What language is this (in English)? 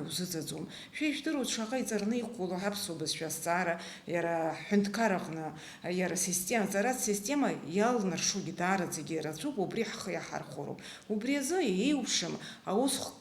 Abkhazian